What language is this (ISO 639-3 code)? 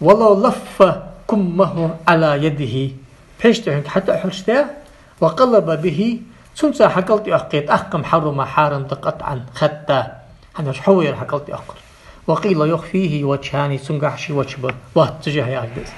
inh